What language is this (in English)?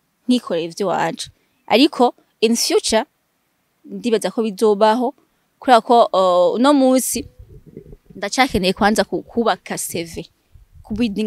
Rundi